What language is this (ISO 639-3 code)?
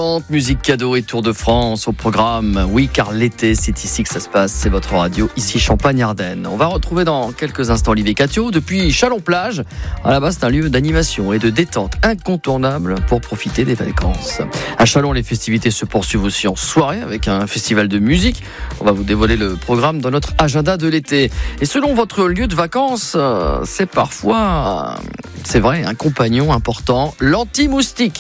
fra